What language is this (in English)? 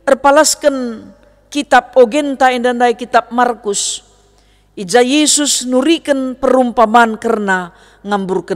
Batak Karo